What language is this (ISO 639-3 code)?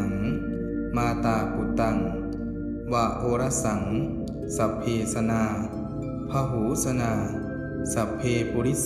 pli